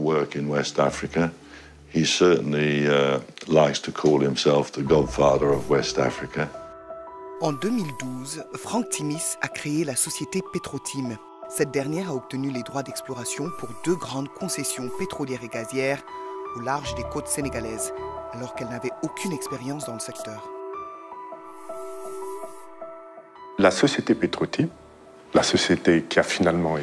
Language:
French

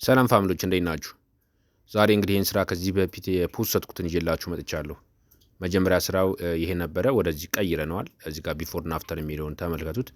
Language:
Amharic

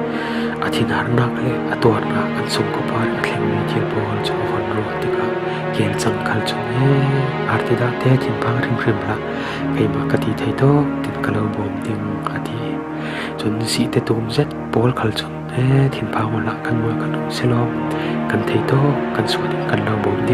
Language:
Falam Chin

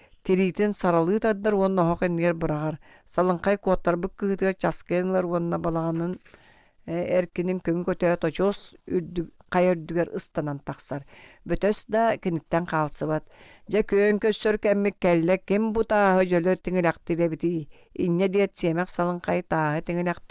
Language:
Yakut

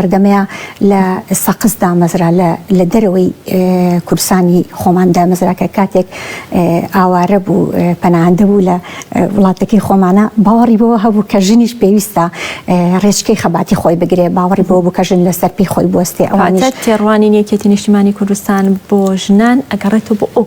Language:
Central Kurdish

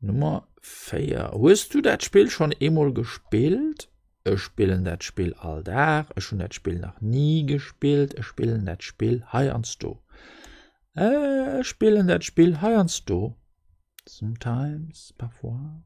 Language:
Luxembourgish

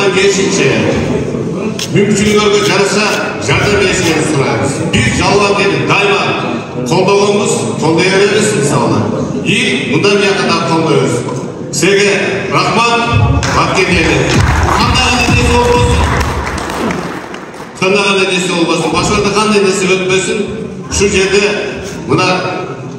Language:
Kyrgyz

